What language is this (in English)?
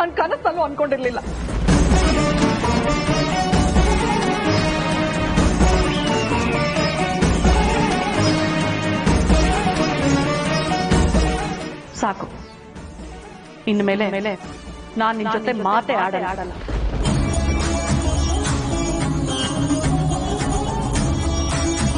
Kannada